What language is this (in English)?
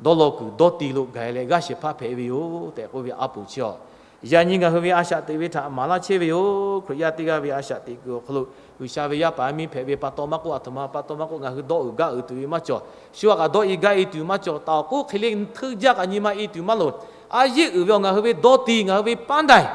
Lahu